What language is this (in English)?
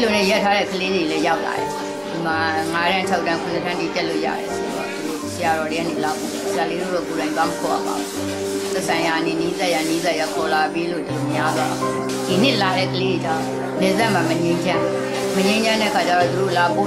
Burmese